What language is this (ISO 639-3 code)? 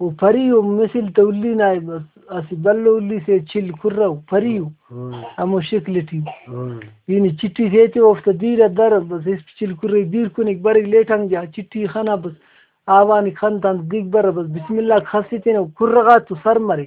brh